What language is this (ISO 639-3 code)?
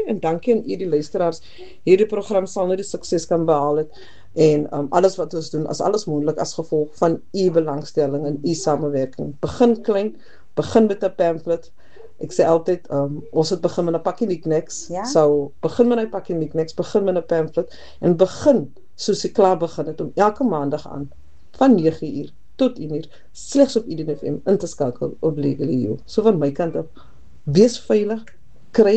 afr